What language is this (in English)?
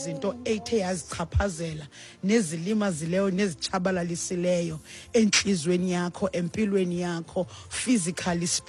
Xhosa